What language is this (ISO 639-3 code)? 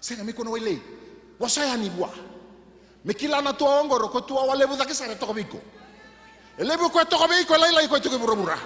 fij